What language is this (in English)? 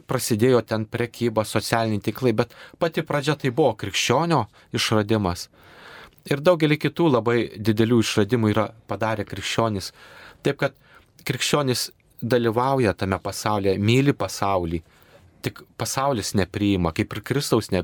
Lithuanian